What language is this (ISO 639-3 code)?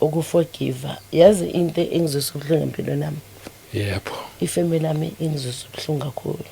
zul